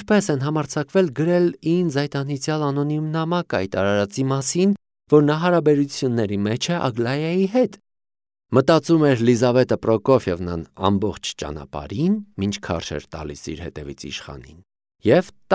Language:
Armenian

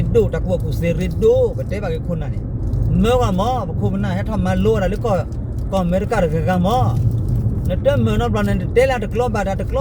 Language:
S'gaw Karen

